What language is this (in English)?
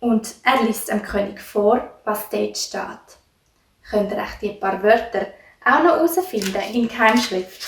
Swiss German